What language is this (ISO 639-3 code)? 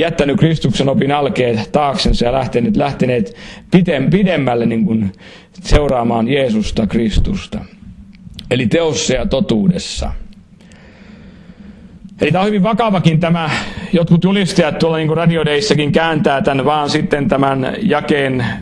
fin